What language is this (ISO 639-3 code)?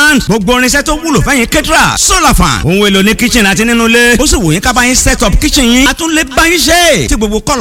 yor